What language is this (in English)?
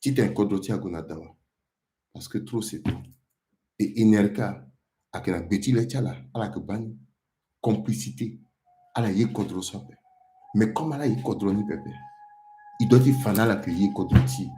Sango